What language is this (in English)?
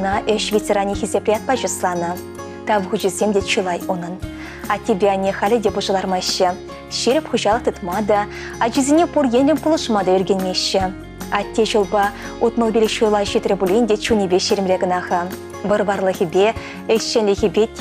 Chuvash